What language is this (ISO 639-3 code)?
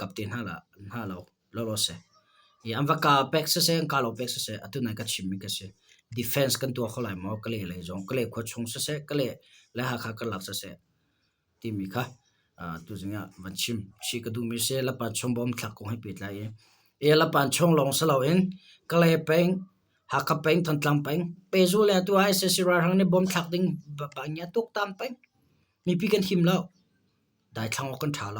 cnh